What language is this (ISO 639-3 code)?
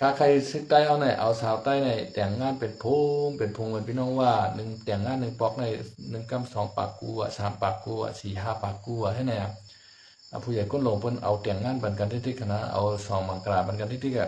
shn